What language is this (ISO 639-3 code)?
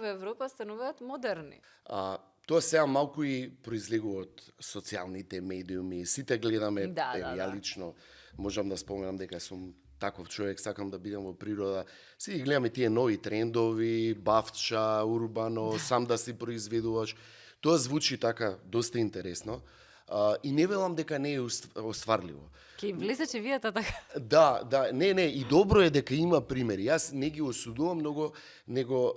mkd